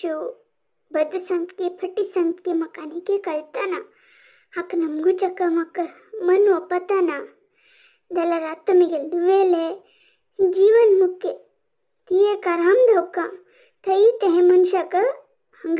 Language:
Konkani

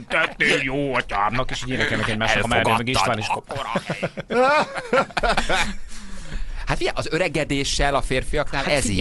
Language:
Hungarian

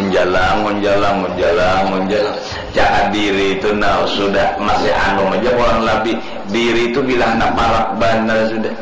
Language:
Banjar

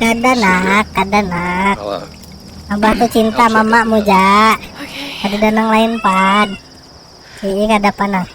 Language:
Banjar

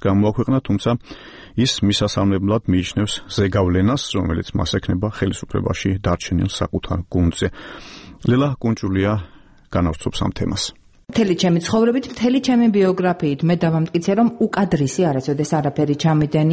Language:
Georgian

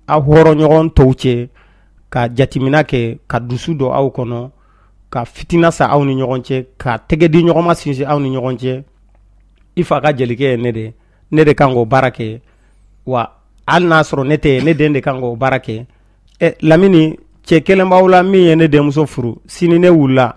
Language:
Bambara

